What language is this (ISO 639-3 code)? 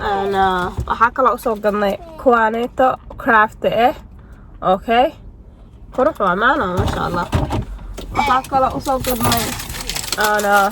som